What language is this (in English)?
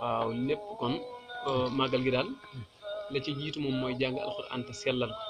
Wolof